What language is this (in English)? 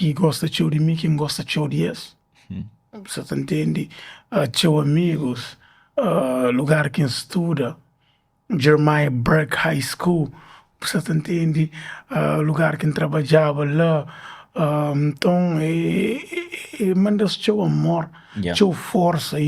Kabuverdianu